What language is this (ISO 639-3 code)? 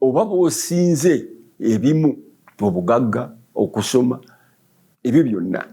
lug